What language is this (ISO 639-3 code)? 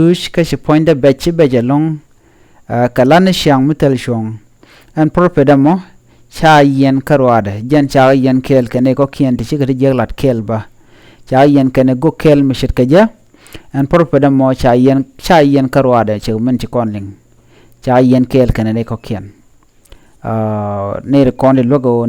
nus